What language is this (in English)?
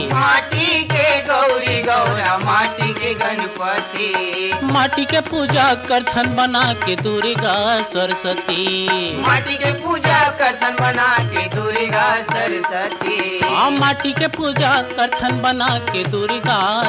Chhattisgarhi